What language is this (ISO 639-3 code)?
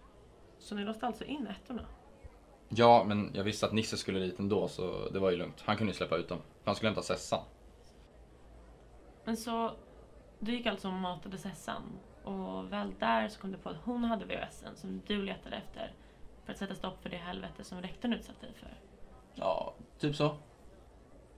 swe